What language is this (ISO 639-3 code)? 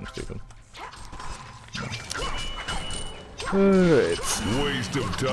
eng